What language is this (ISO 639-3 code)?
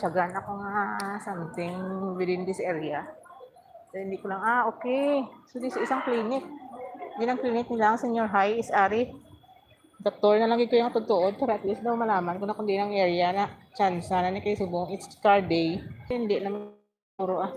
hil